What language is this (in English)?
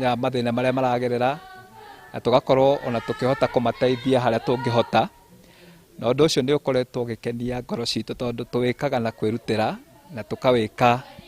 Kikuyu